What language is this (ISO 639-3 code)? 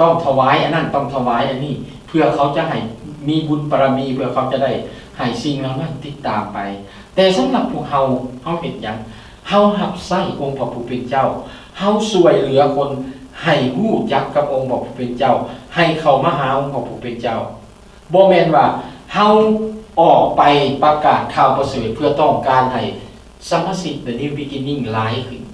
lao